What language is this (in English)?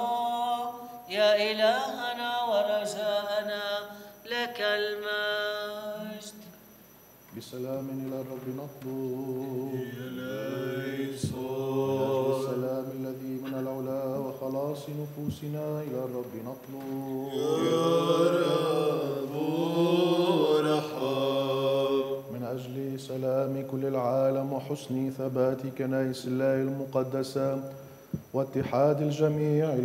Arabic